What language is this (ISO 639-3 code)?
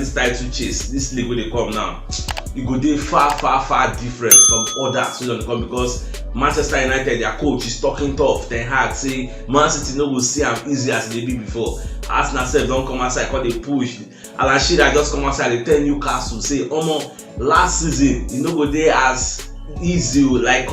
pcm